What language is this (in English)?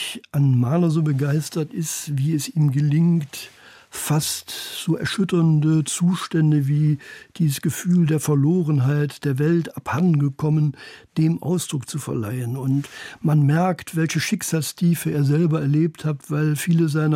German